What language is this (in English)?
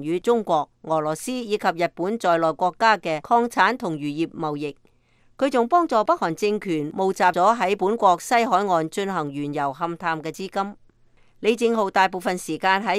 Cantonese